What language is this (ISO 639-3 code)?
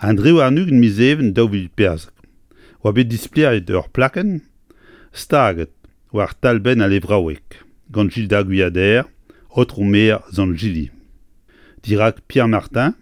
bre